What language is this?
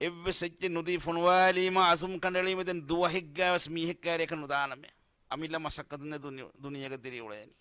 Divehi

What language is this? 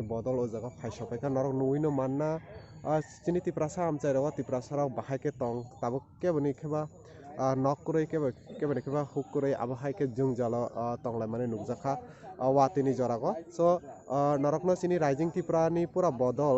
Kok Borok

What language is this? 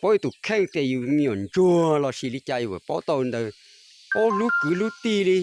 Hmong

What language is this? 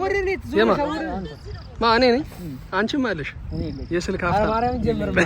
Amharic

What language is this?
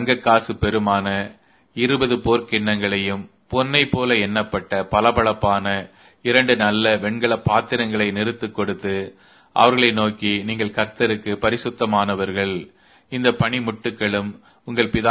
Tamil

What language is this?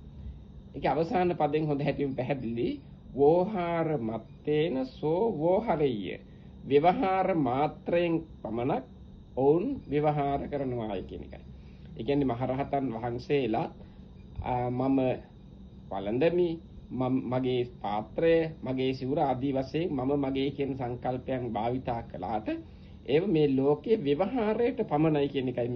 Sinhala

